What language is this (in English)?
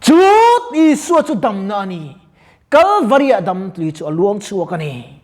Mizo